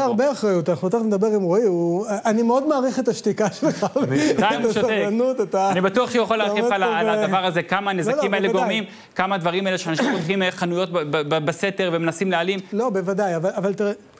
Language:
Hebrew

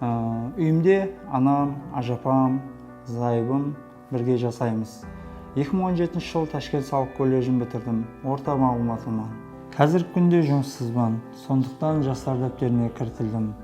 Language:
Kara-Kalpak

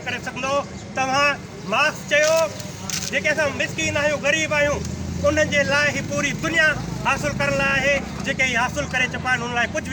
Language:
Sindhi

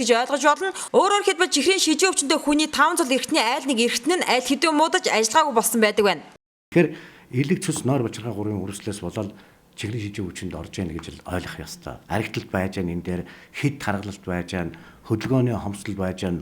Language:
Mongolian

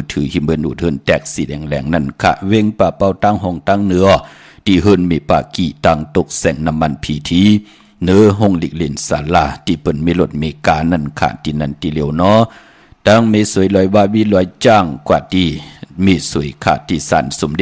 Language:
Shan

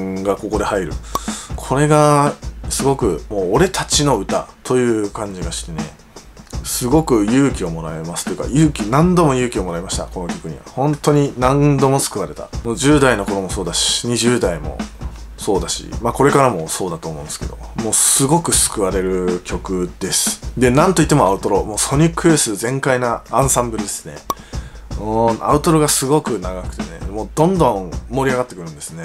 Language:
Japanese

